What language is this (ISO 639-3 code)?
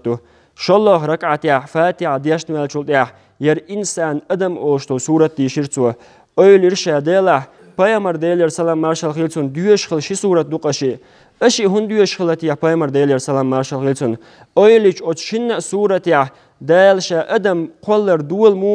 che